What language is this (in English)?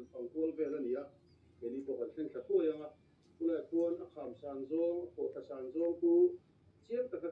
Mizo